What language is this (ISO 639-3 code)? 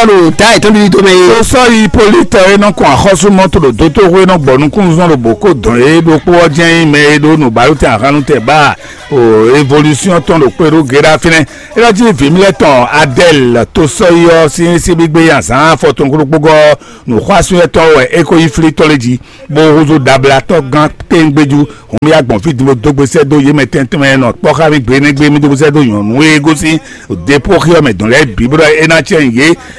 fon